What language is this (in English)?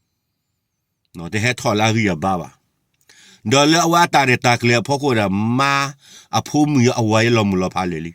S'gaw Karen